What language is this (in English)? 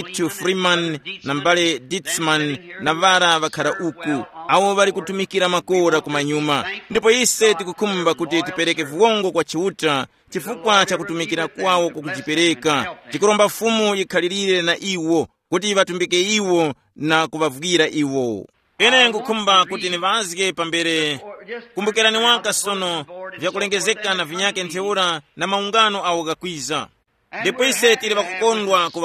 Tumbuka